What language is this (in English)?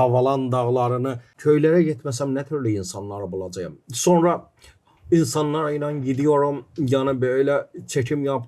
Gagauz